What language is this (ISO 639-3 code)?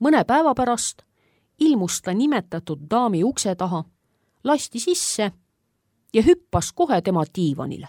est